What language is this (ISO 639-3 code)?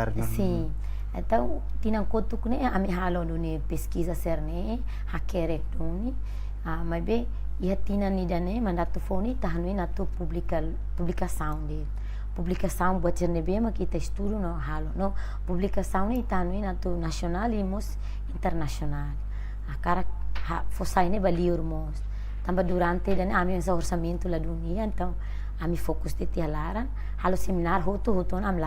tet